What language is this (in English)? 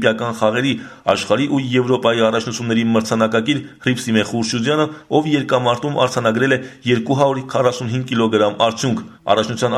Armenian